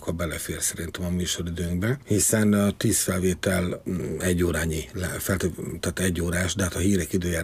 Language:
Hungarian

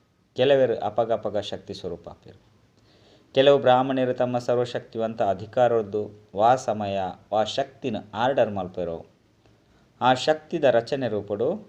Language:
Tulu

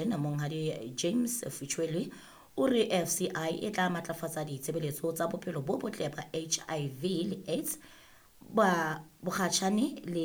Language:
Southern Sotho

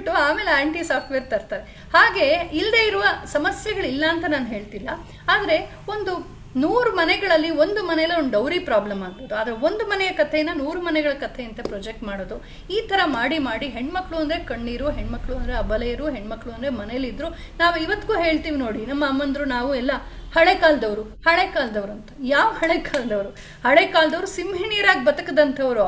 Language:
Kannada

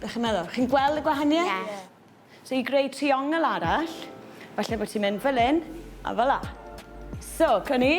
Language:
Welsh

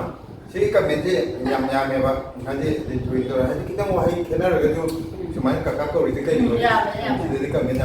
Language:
Manipuri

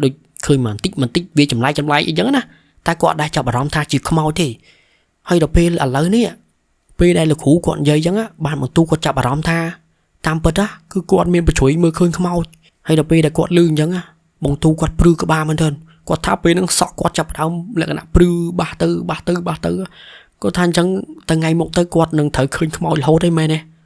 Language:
Khmer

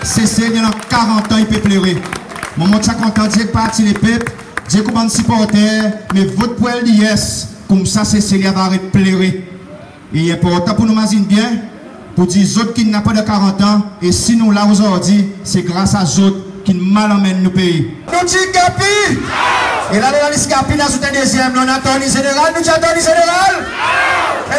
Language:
Seselwa Creole French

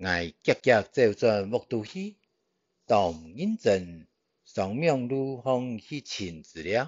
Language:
Hakka Chinese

